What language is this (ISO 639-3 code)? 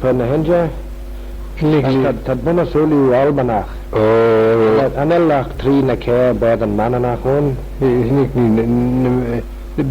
glv